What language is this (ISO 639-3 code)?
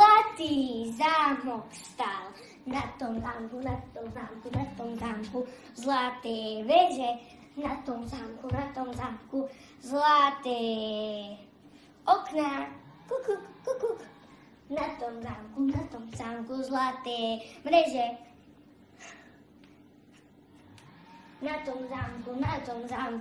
slk